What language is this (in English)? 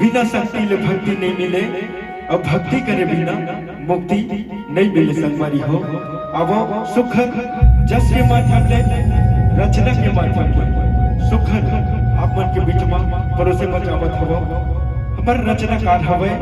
Chhattisgarhi